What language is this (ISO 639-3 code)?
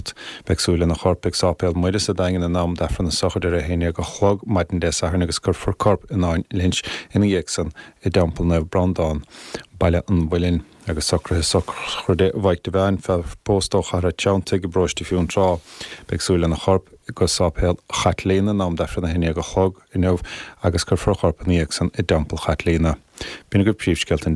gle